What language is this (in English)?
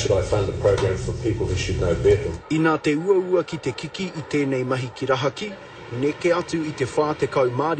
Māori